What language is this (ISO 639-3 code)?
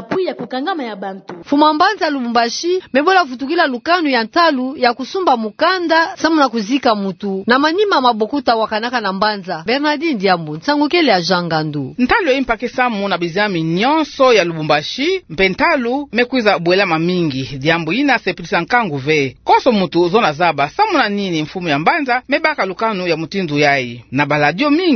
ktu